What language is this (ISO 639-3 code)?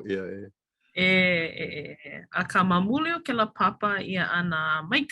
haw